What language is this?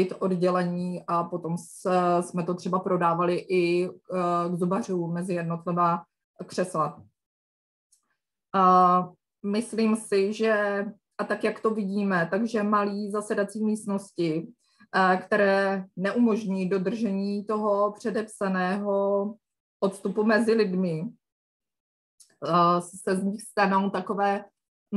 Czech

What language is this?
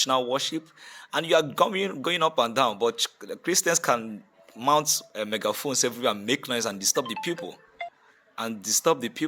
Igbo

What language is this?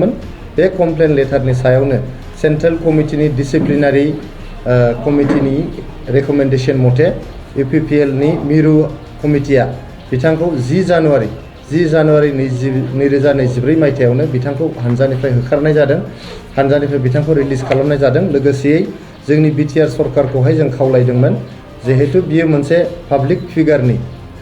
Bodo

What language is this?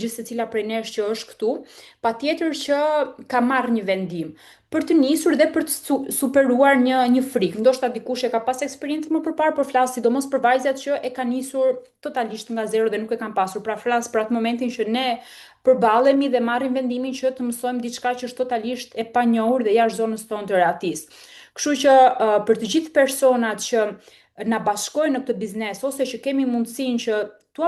Albanian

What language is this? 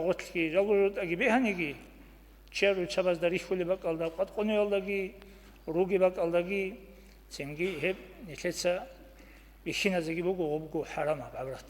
Avaric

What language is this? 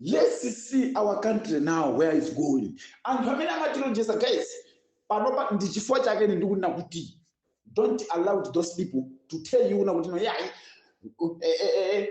Nyanja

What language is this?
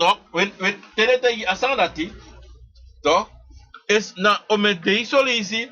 Sranan Tongo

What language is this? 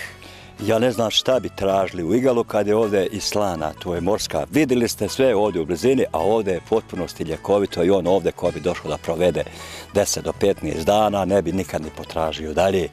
Bosnian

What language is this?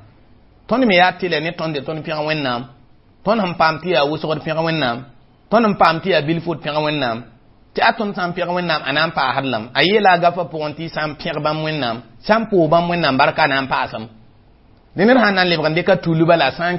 Mossi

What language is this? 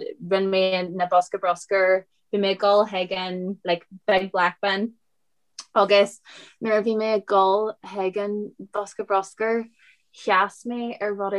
Irish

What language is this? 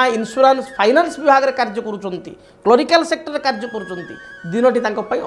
Odia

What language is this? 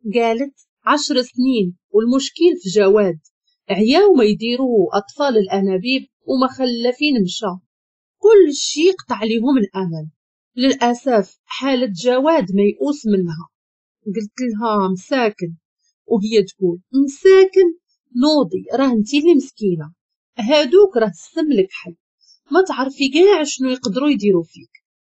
Moroccan Arabic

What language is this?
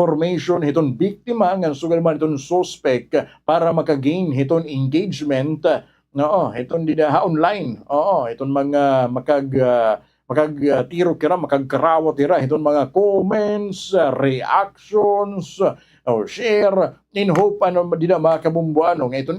Waray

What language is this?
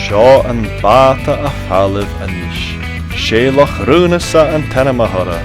Scottish Gaelic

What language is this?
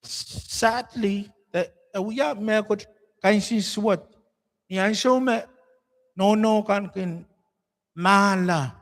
Pohnpeian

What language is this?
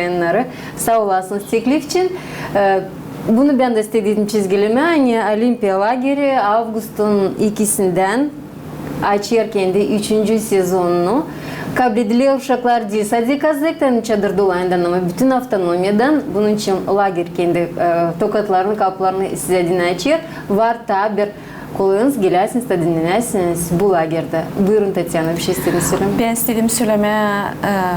Gagauz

